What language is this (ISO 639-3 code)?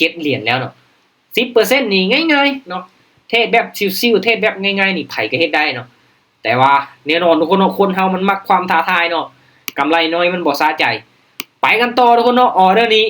lao